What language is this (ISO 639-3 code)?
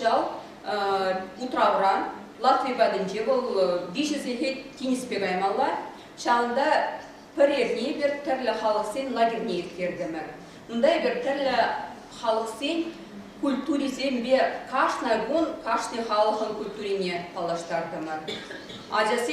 chv